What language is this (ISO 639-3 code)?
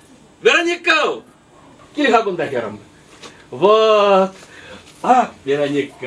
chv